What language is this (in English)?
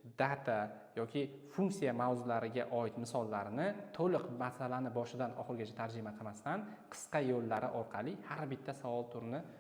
Uzbek